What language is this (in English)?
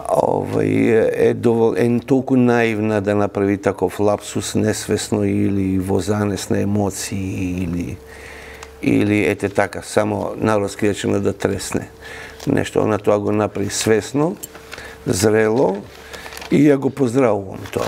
Macedonian